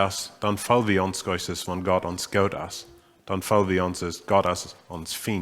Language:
Plautdietsch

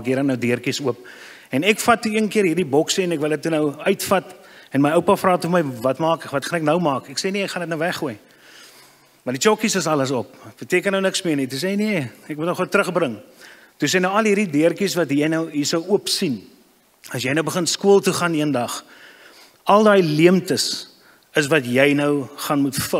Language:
Afrikaans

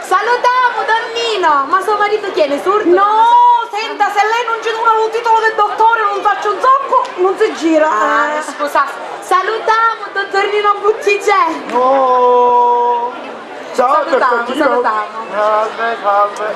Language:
Sicilian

